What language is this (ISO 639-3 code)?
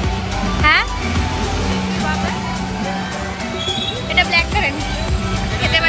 ben